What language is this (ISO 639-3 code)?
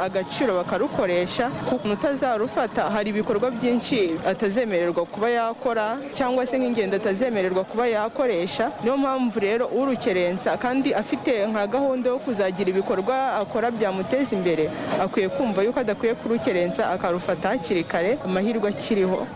kin